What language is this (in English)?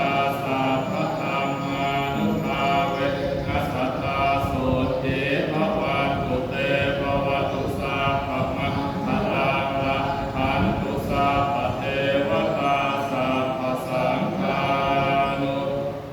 Pali